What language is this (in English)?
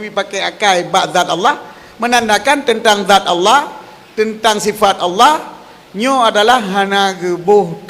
Achinese